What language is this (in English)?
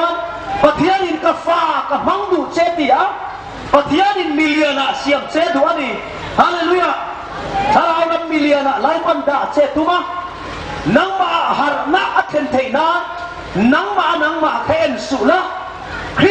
Hmar